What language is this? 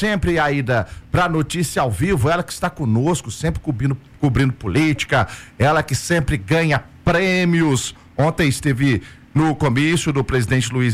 Portuguese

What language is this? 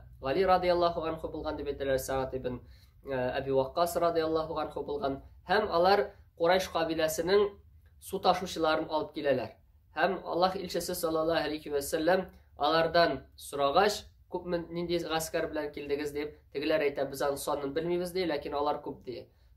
Tatar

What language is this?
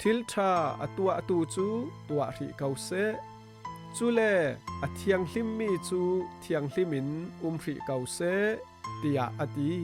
Falam Chin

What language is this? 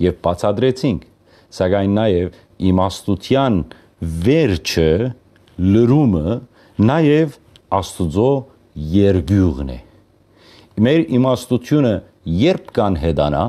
Western Armenian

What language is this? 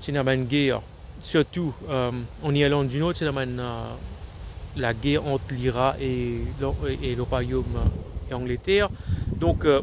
Morisyen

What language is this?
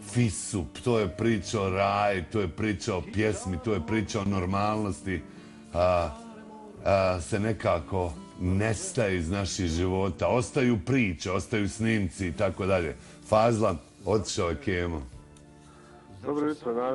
Bosnian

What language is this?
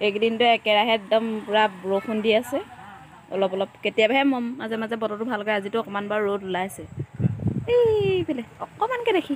Assamese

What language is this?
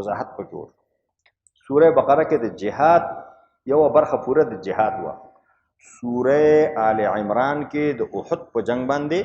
Pashto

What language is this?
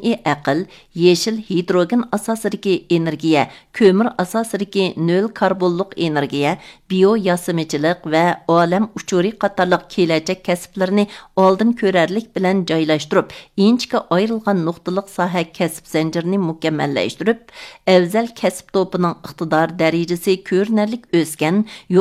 Uyghur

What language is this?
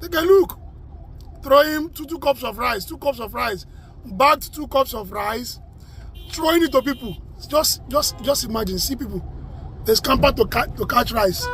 Yoruba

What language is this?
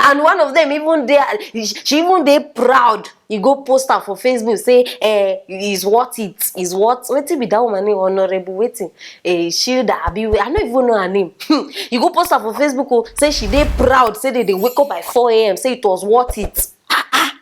Nigerian Pidgin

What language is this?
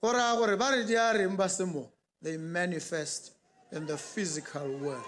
Tswana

